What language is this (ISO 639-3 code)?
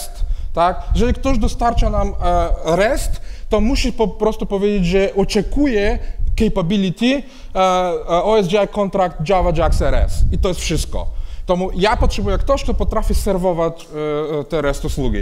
pol